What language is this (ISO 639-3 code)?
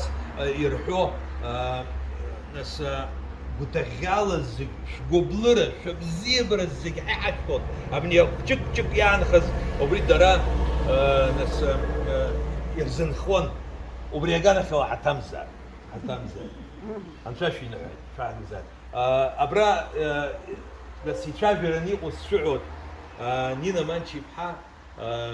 abk